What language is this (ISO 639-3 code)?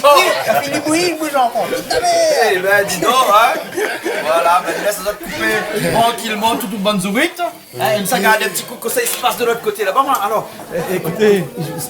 rcf